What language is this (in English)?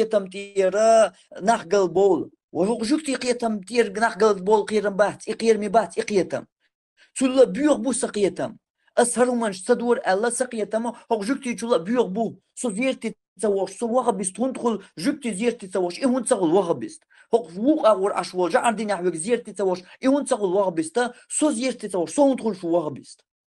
Chechen